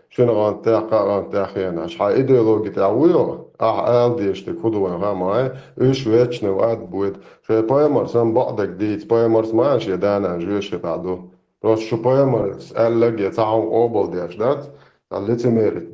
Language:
Chechen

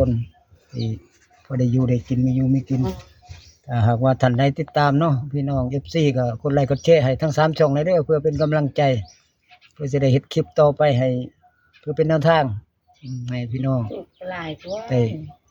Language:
Northeastern Thai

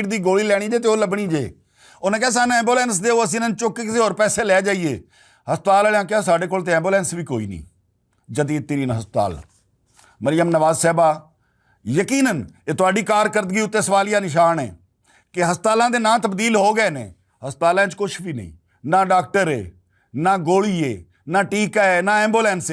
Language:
Western Panjabi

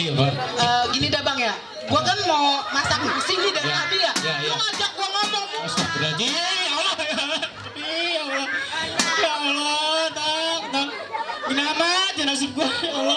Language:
Betawi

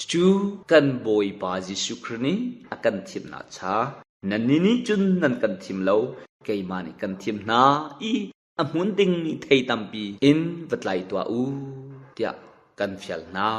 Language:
Hakha Chin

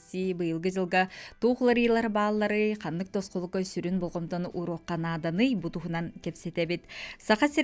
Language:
Yakut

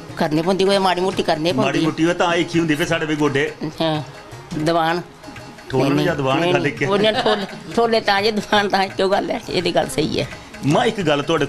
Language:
Dogri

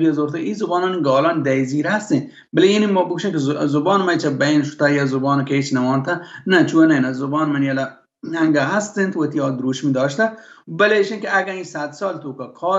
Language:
Baluchi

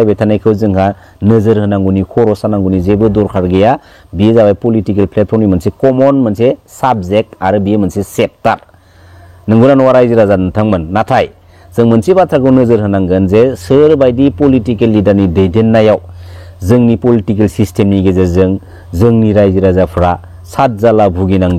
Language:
Bodo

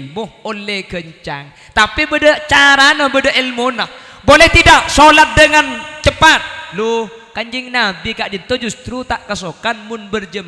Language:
Madurese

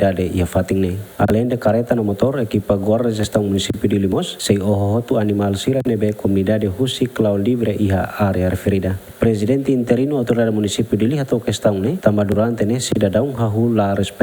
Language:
Tetum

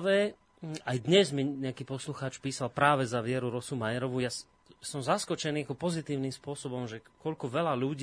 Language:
Slovak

